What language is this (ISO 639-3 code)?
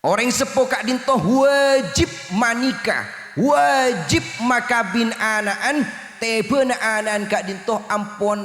mad